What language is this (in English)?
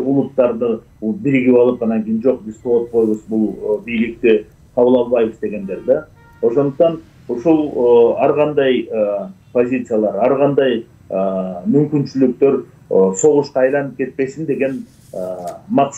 Kyrgyz